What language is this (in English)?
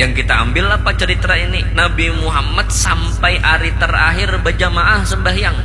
Banjar